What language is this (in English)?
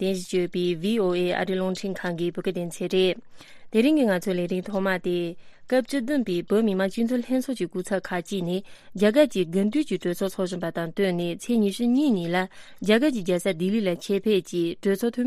Tibetan